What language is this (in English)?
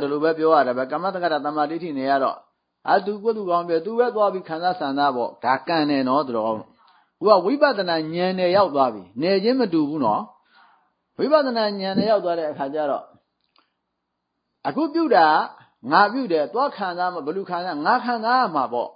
Burmese